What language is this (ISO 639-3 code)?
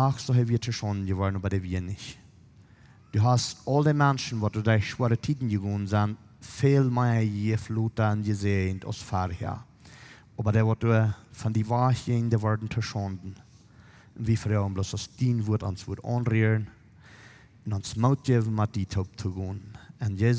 pdt